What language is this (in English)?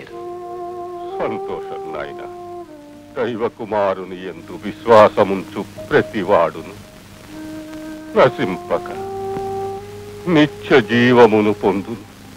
Telugu